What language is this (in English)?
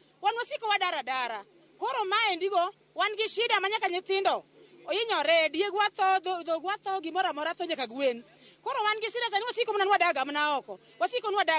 Luo (Kenya and Tanzania)